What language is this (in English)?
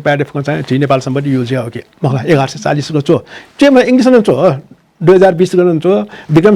Newari